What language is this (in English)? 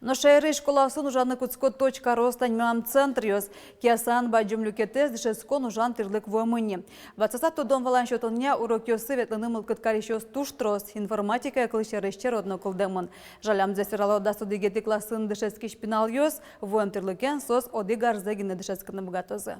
Udmurt